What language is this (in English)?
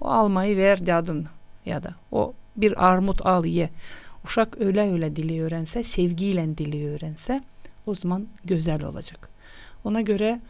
Gagauz